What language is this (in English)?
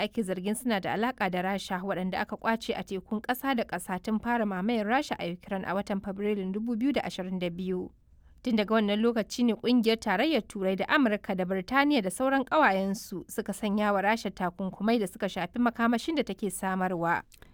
Hausa